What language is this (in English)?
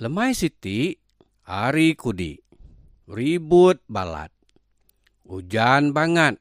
Iban